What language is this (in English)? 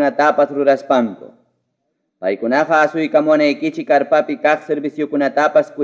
Ayacucho Quechua